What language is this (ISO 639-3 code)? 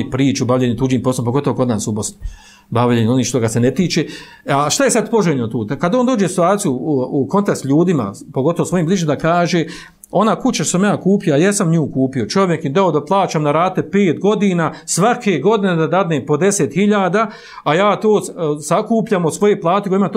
bos